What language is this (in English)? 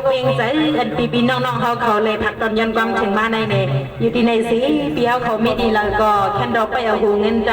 Shan